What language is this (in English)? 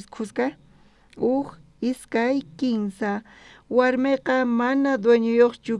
South Bolivian Quechua